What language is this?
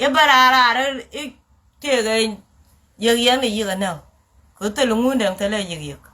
Nuer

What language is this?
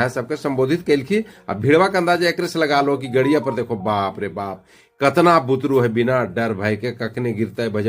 Magahi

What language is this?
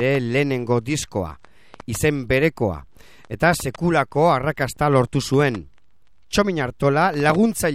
Basque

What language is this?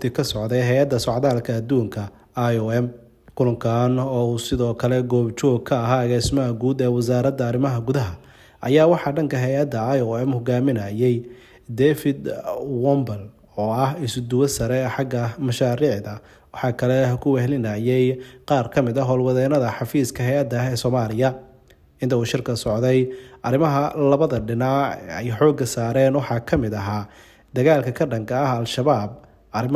Somali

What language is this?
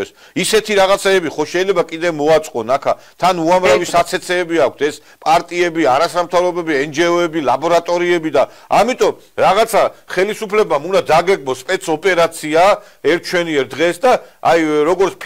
Georgian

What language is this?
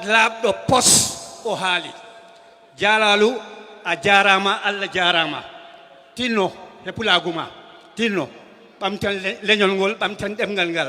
Fula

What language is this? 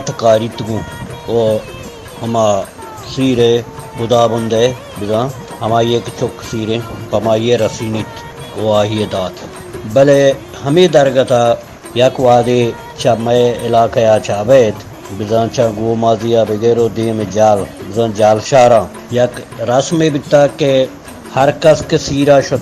Baluchi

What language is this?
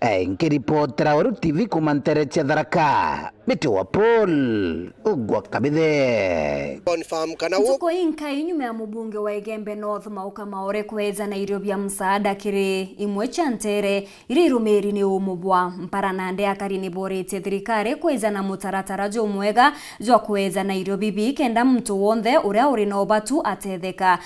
Meru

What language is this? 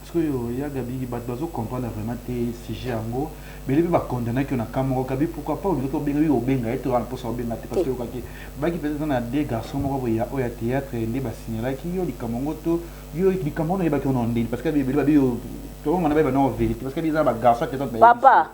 Lingala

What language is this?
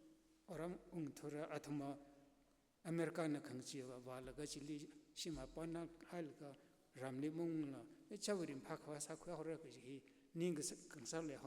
Tangkhul Naga (India)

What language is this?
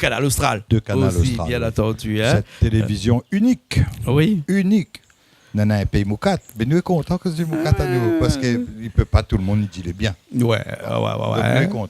Réunion Creole French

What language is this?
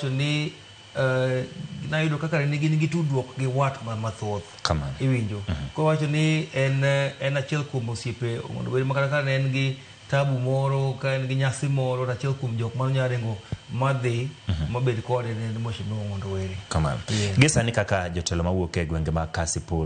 Luo (Kenya and Tanzania)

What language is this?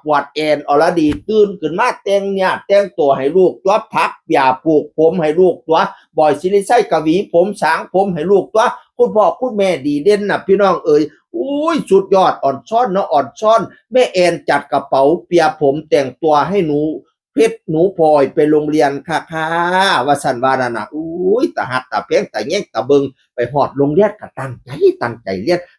Northeastern Thai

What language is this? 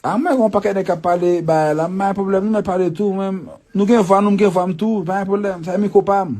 Haitian Creole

